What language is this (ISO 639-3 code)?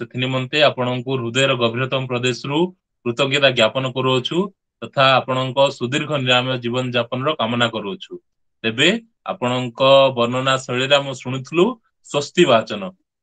ori